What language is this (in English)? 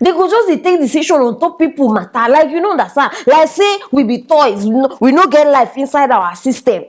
Nigerian Pidgin